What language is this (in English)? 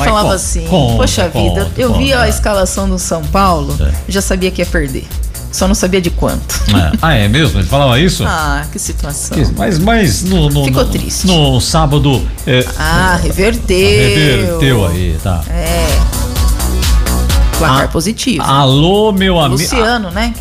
Portuguese